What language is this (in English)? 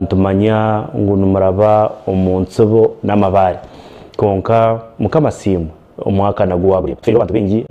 Nyankole